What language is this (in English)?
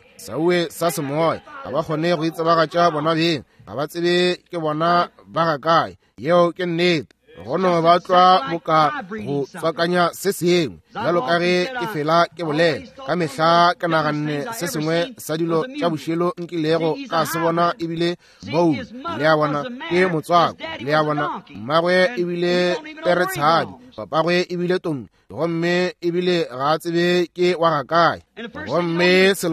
Northern Sotho